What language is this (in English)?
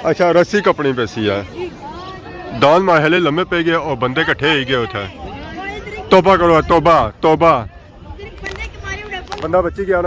Pahari-Potwari